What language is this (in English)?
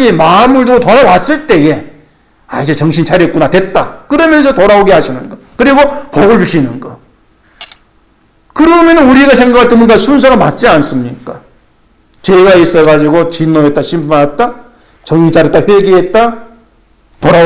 Korean